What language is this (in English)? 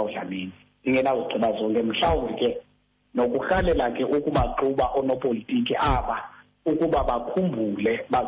Xhosa